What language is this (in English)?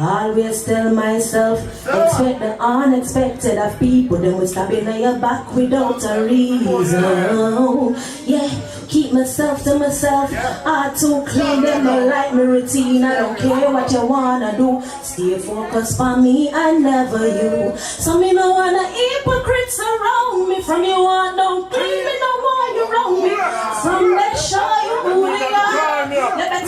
Jamaican Creole English